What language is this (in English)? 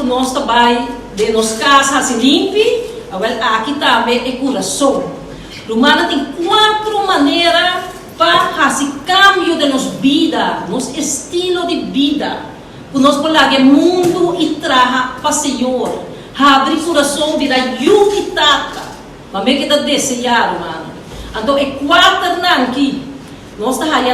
Papiamento